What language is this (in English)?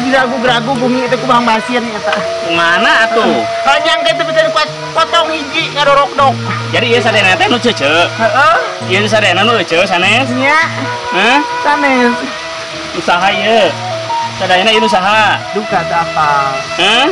Sundanese